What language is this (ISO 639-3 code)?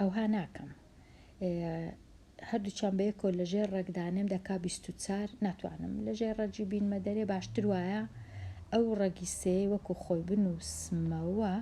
ckb